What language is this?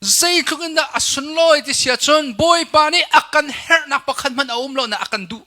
Hakha Chin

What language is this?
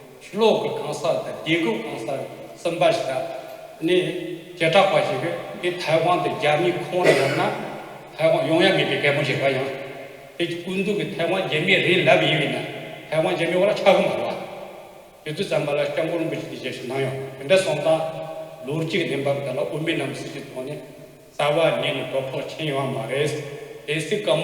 Tibetan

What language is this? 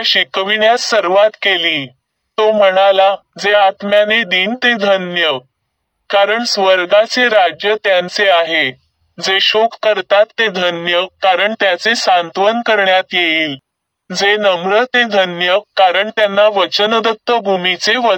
Marathi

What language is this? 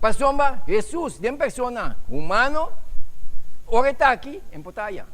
Papiamento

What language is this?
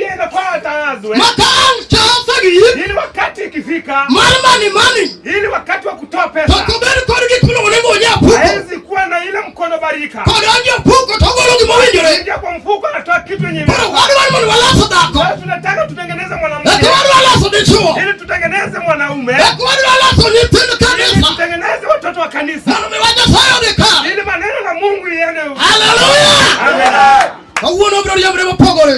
Luo (Kenya and Tanzania)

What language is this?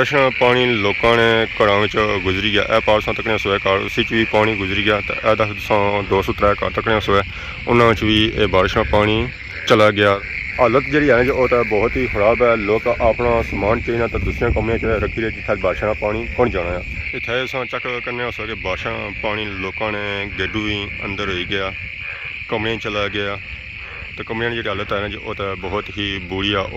Pahari-Potwari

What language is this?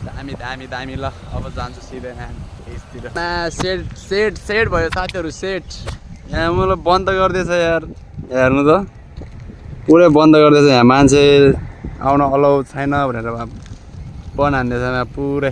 Nepali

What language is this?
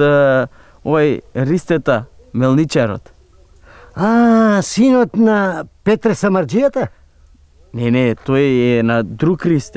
Macedonian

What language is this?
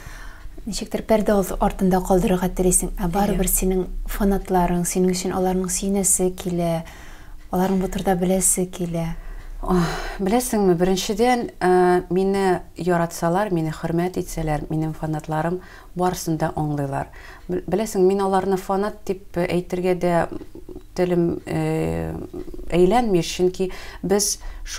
Tatar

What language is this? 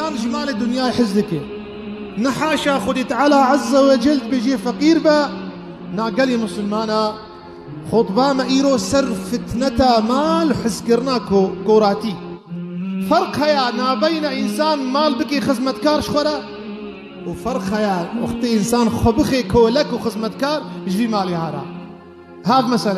Kurdish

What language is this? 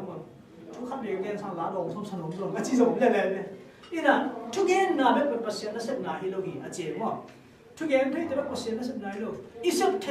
Tedim Chin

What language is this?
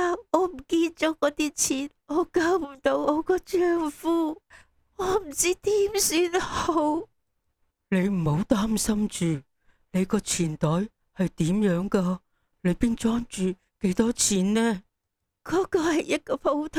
Cantonese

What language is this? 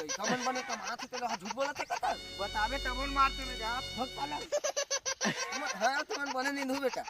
Chhattisgarhi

